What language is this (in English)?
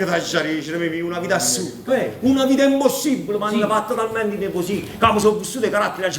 Neapolitan